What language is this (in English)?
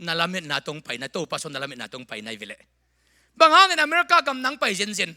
Tedim Chin